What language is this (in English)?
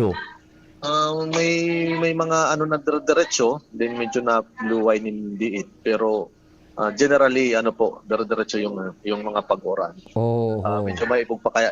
Bikol